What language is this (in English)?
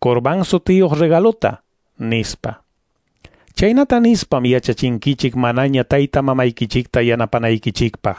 Quechua